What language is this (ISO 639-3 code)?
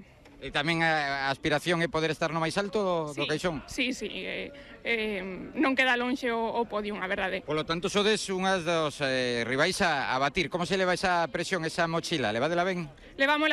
glg